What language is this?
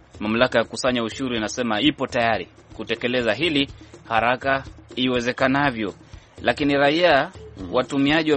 Swahili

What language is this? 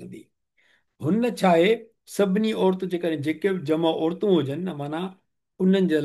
Sindhi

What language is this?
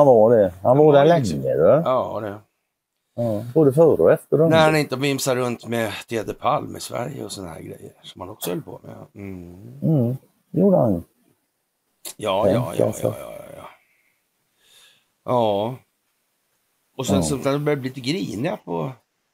Swedish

